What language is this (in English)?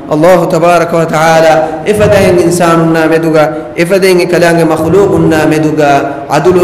Divehi